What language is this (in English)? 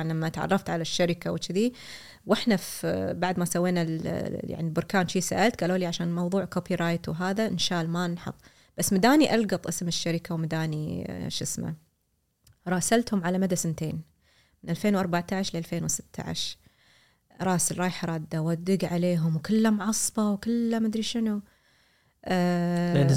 Gulf Arabic